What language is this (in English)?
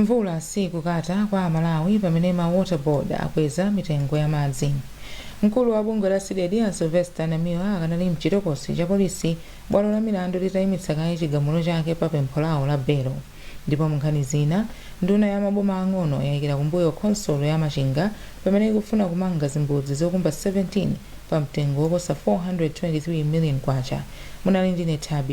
Nyanja